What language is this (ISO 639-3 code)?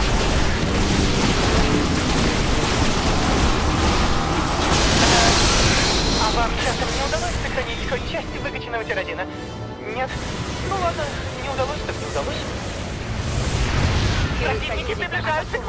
rus